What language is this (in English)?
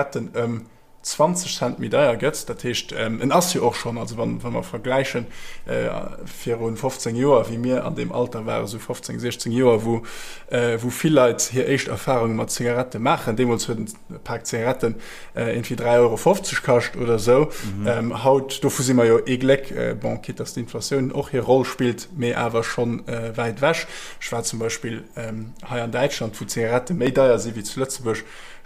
Luxembourgish